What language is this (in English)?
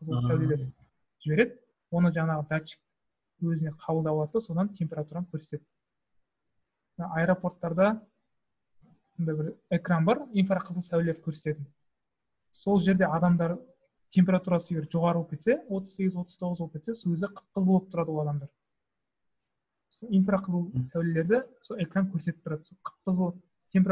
Kazakh